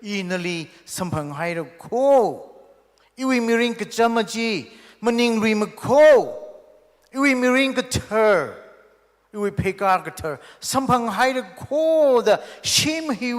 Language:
Tangkhul Naga (India)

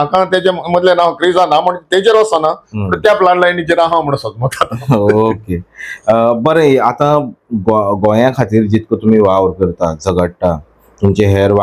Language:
Konkani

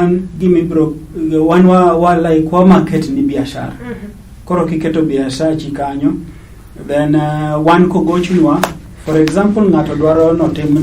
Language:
Luo (Kenya and Tanzania)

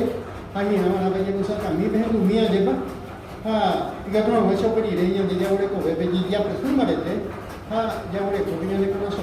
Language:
Guarani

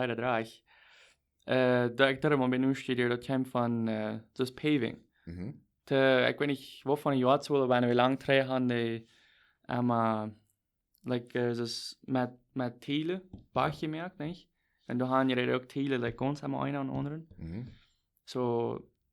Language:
Plautdietsch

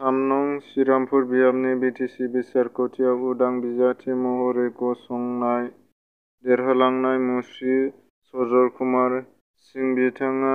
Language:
Bodo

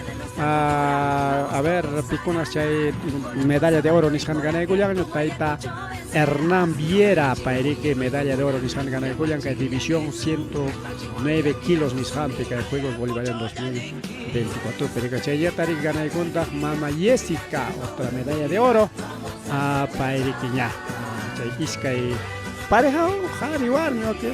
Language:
Ayacucho Quechua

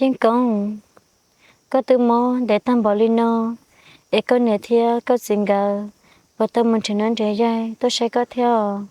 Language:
Hmong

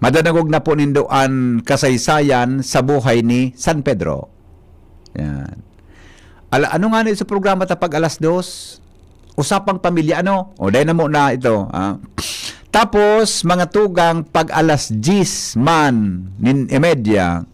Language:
Bikol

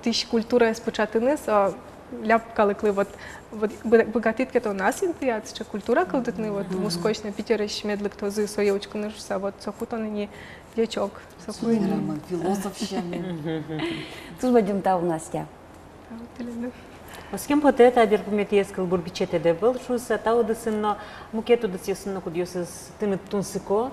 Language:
Udmurt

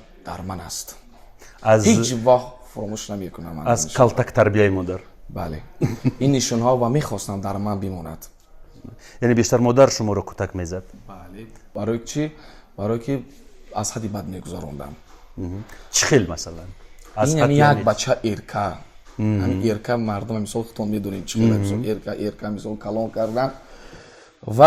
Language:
Tajik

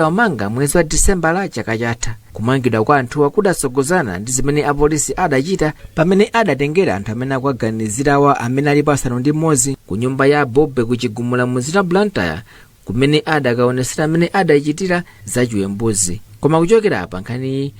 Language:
Nyanja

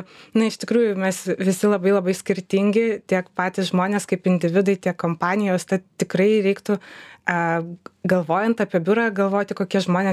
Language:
Lithuanian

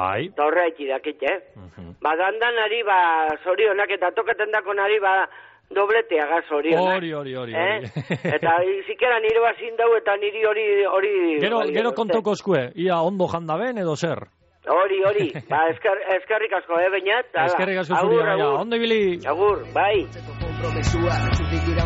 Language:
Basque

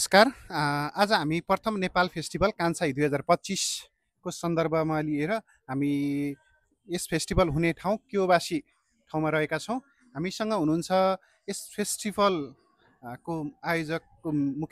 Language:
Nepali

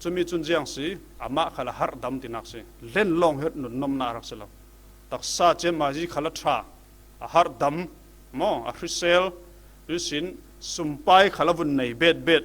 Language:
Falam Chin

